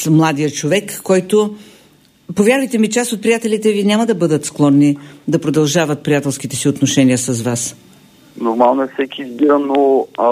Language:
Bulgarian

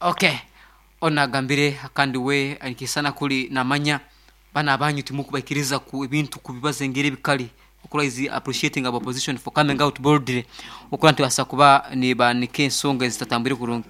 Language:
Nyankole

